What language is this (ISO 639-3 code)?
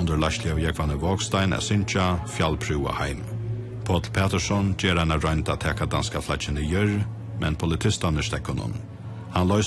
fao